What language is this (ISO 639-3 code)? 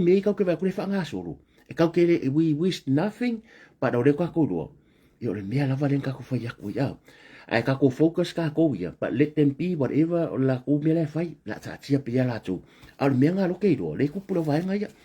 smo